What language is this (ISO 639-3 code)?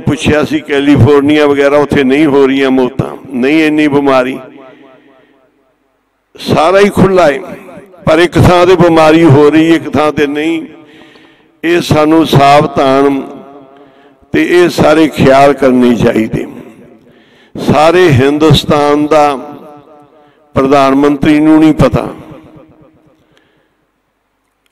pan